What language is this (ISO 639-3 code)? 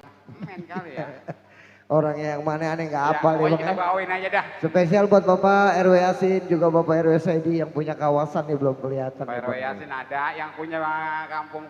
bew